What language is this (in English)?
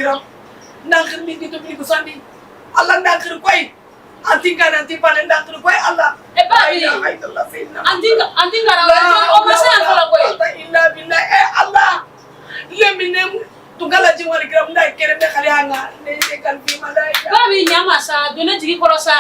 Bambara